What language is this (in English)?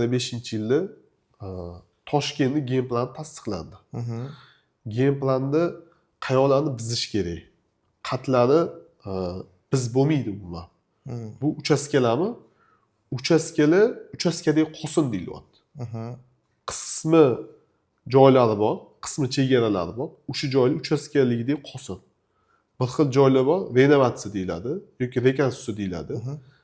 Uzbek